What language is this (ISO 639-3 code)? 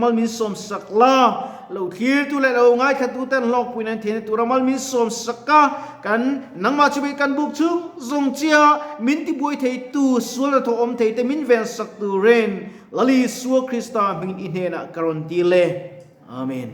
lus